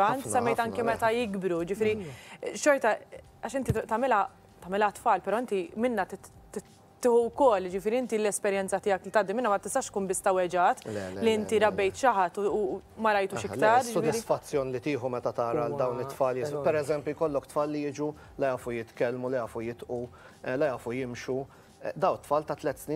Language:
Maltese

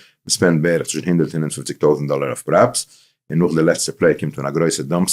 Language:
Yiddish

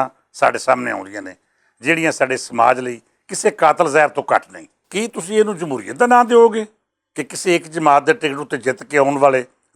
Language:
Western Panjabi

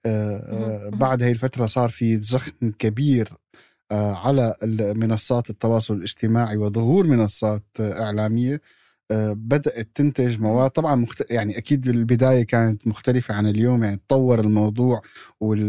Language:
North Levantine Arabic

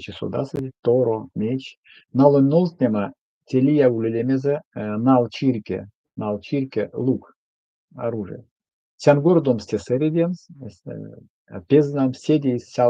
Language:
Erzya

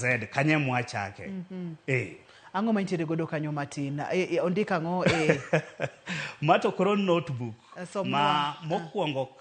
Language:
Luo (Kenya and Tanzania)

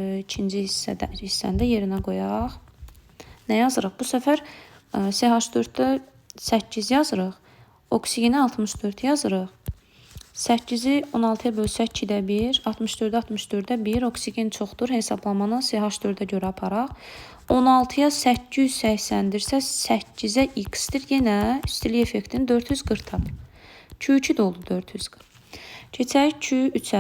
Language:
Azerbaijani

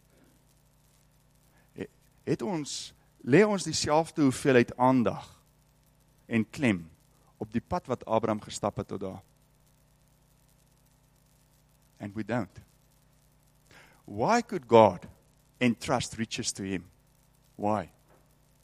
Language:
Afrikaans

